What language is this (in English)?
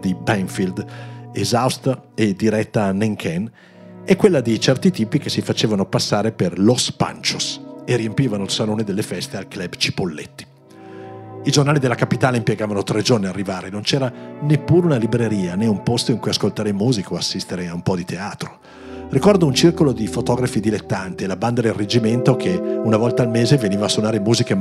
Italian